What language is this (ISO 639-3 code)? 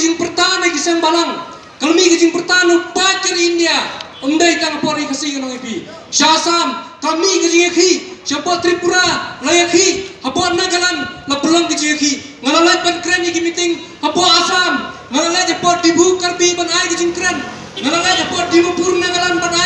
kha